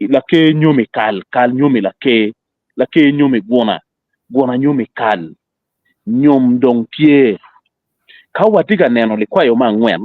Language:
Acoli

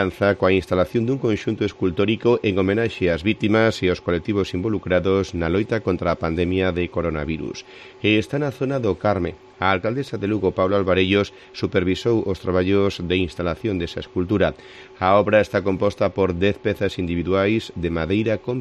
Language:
Galician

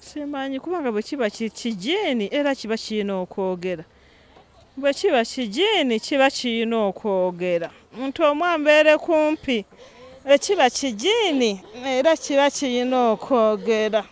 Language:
Ganda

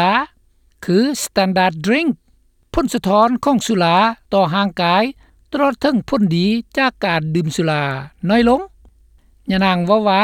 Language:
Lao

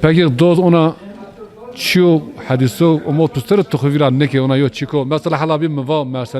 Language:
Zaza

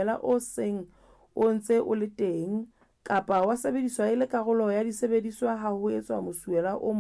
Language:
Southern Sotho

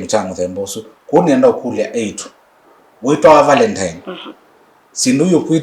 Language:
Kamba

